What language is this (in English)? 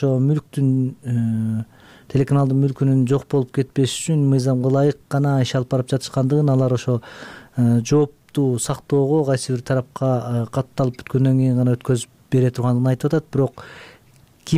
Kyrgyz